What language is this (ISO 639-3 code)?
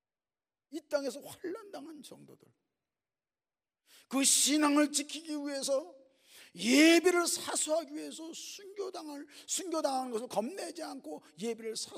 kor